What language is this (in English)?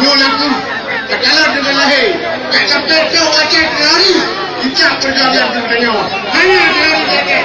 Achinese